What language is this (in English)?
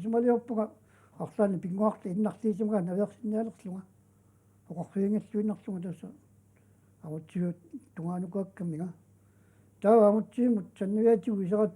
Kalaallisut